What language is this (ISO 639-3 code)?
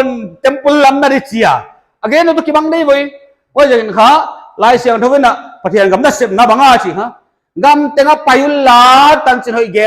pck